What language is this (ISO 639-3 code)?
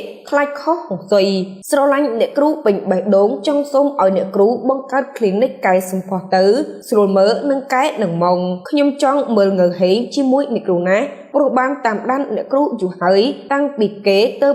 khm